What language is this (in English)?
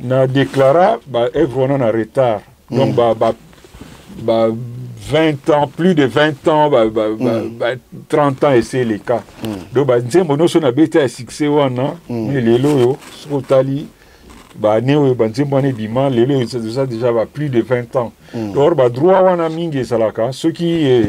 Lingala